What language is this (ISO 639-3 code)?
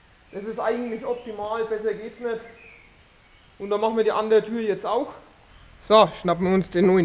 deu